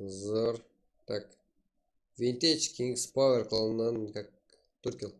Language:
Kara-Kalpak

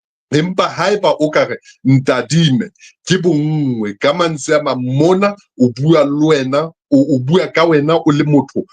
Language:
Southern Sotho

